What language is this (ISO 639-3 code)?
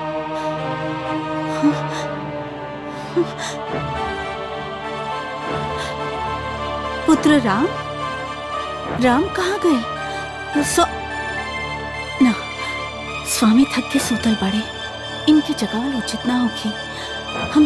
bho